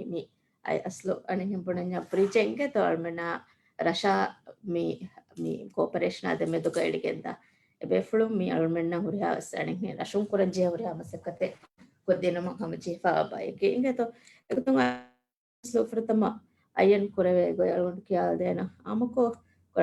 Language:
Divehi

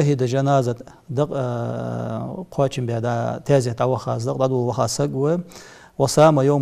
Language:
Ingush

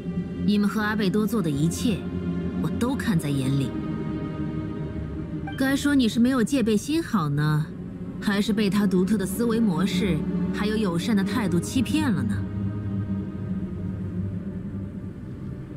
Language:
Chinese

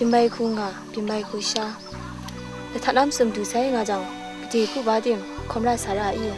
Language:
Kachin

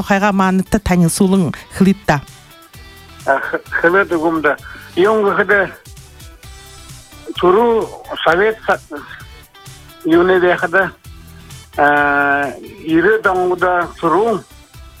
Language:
Buriat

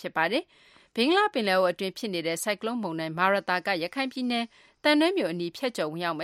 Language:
Burmese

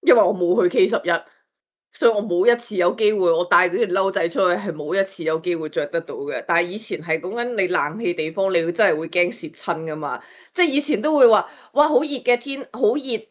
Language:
Cantonese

